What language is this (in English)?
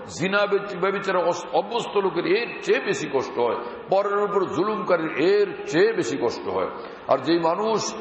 Bangla